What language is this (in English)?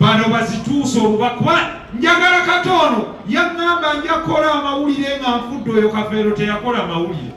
Ganda